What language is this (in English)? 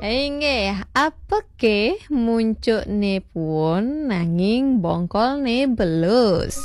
Balinese